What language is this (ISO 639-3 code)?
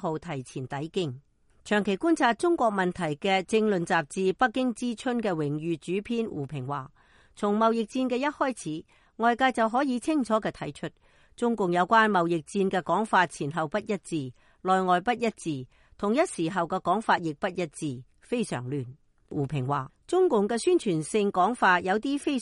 yue